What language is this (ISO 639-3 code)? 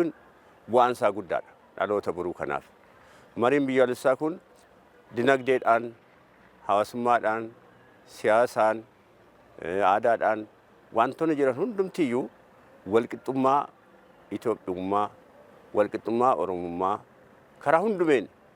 orm